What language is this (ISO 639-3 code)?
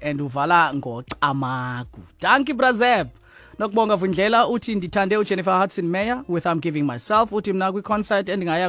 xho